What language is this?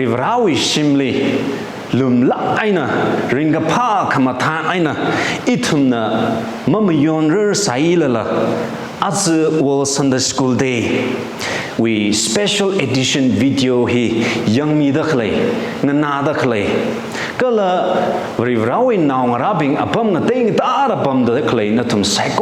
Tangkhul Naga (India)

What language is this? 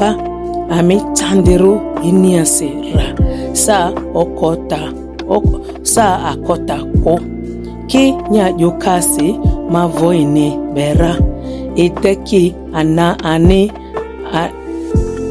Ma'di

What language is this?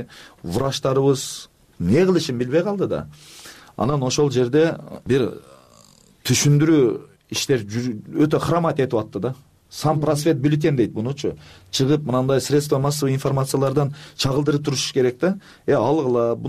Kyrgyz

